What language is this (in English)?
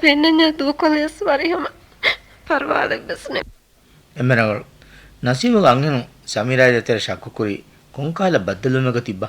Divehi